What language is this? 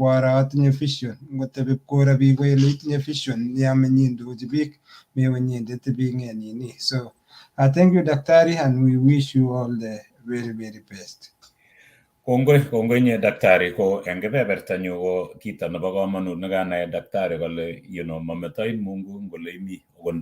Kalenjin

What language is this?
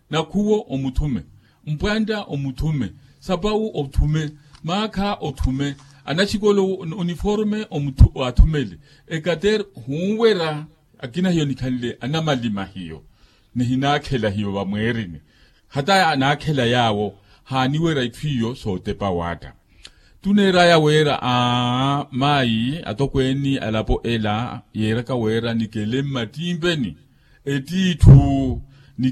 Makhuwa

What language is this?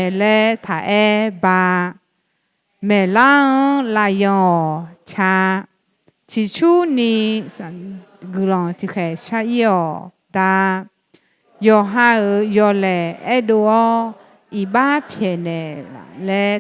Akha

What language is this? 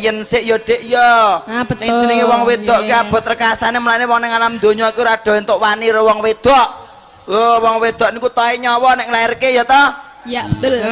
Javanese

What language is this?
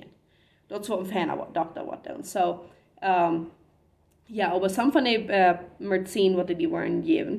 Plautdietsch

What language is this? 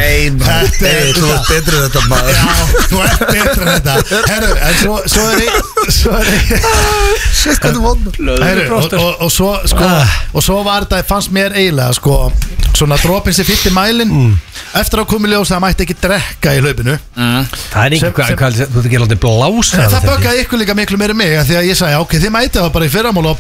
Icelandic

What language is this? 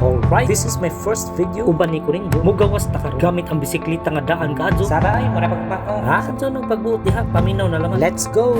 Cebuano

